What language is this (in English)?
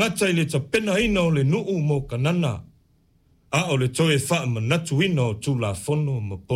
Samoan